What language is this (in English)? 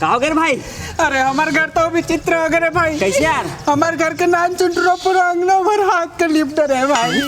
Chhattisgarhi